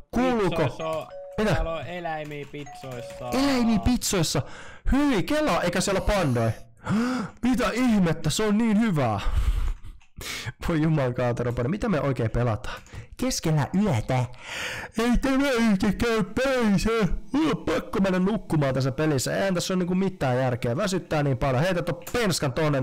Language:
Finnish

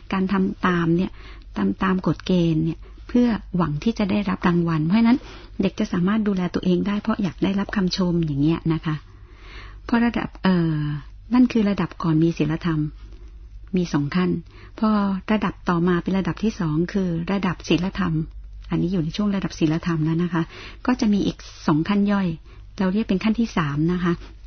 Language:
Thai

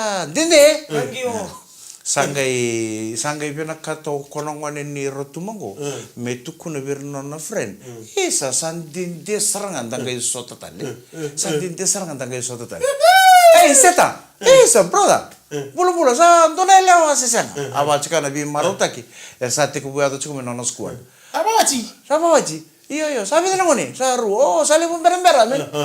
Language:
Fijian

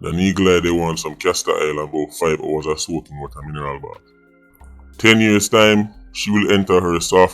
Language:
Jamaican Creole English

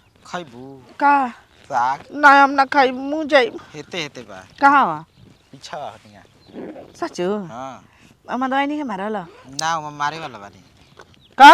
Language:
Bhojpuri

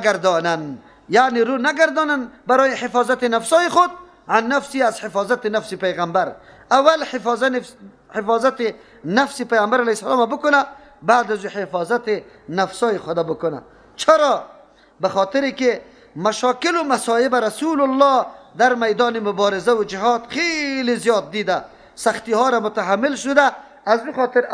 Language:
Persian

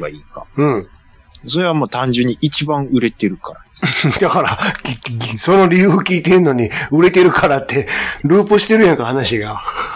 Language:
Japanese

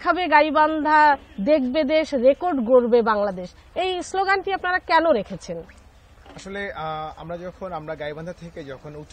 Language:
Bangla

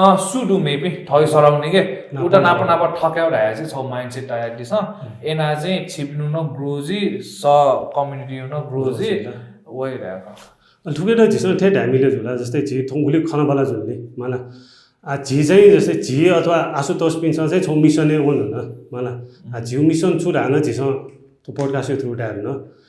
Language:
Newari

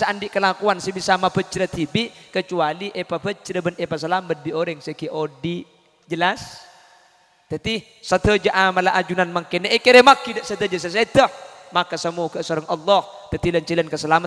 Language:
Madurese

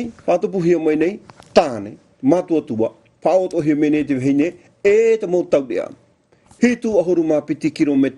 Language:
Tahitian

